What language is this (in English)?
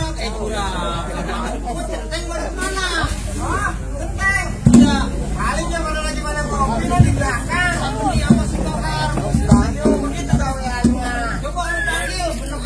Betawi